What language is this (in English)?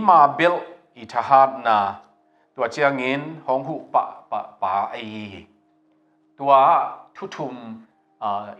Tedim Chin